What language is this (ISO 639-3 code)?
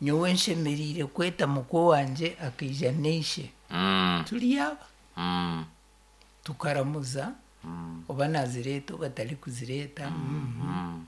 nyo